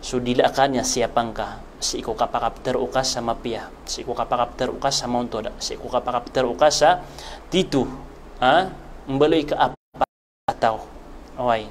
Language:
Maranao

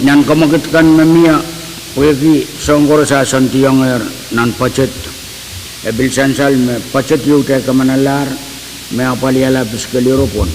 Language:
Pohnpeian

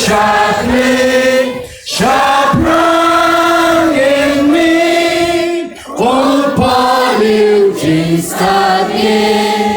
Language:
Khasi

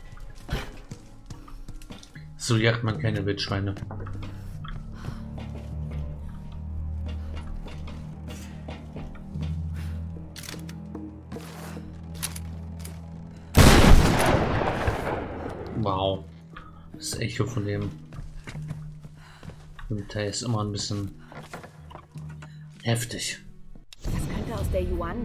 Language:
German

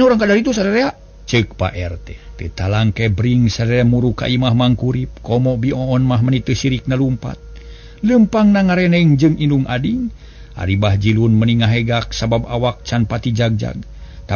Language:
Sundanese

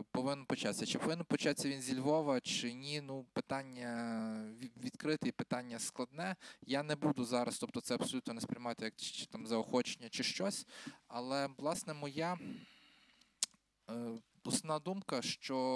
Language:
Ukrainian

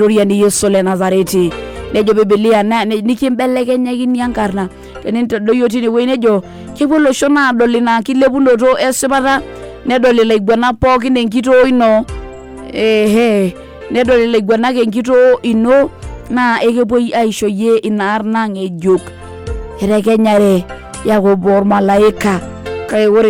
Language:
Masai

